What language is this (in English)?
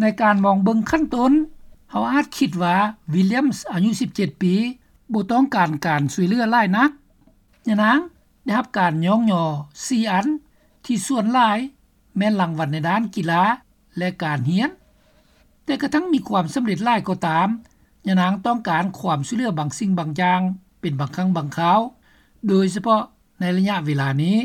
Lao